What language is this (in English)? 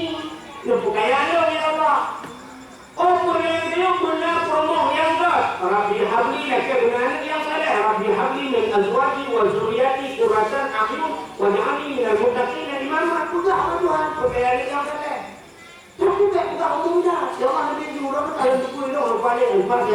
Achinese